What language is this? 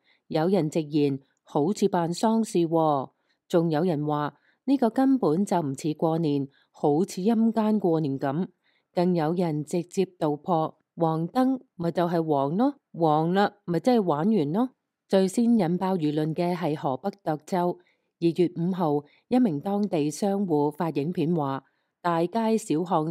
Cantonese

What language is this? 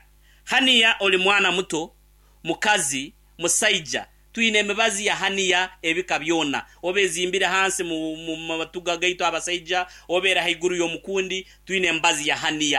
Nyankole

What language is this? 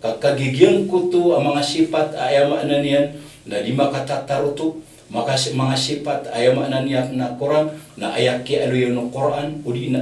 Maranao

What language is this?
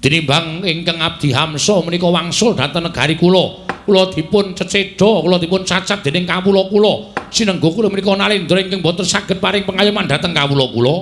Javanese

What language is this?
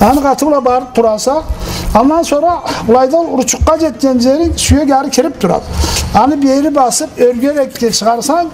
Karachay-Balkar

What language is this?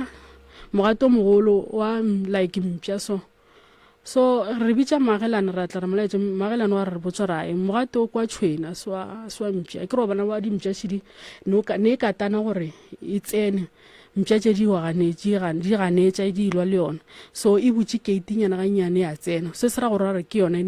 Northern Sotho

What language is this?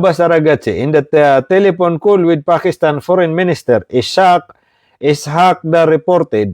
Maranao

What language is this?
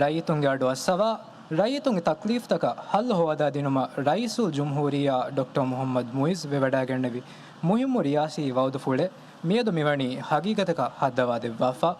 Divehi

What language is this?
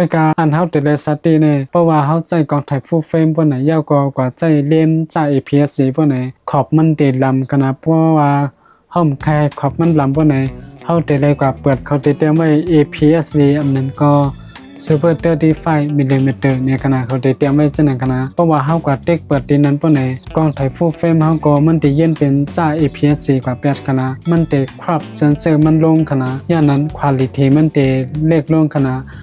Shan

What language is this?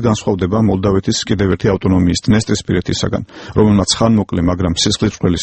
Georgian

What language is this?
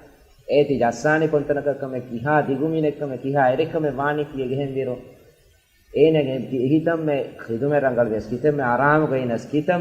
Divehi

